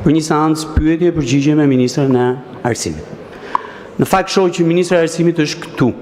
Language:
Albanian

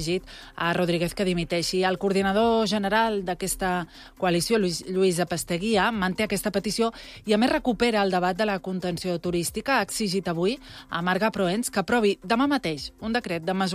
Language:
Catalan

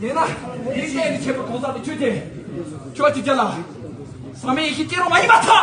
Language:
Tibetan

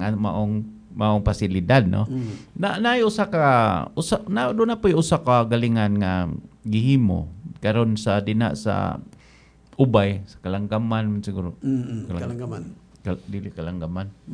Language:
Cebuano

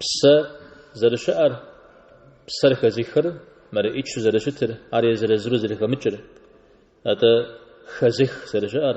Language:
Kabardian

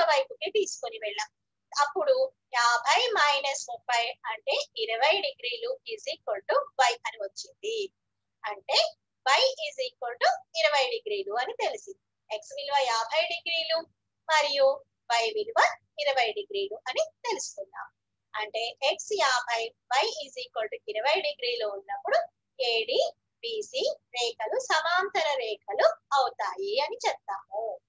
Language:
Telugu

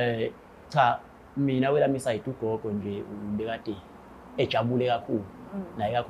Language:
Zulu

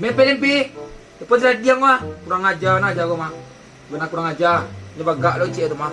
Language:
Minangkabau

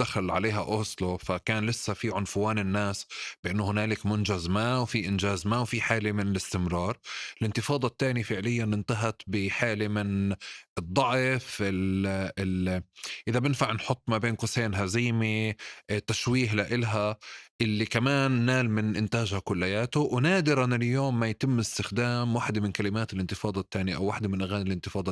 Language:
North Levantine Arabic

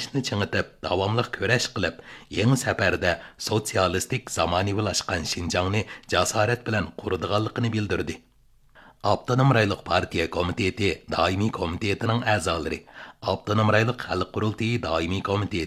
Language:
Uyghur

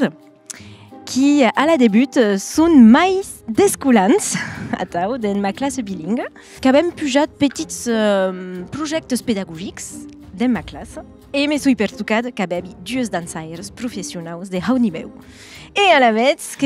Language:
Occitan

